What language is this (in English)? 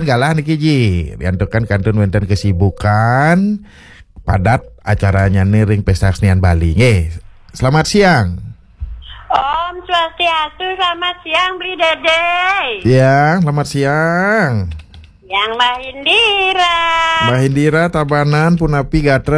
Balinese